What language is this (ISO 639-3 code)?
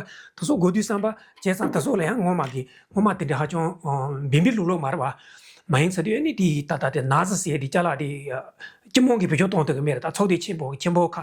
bod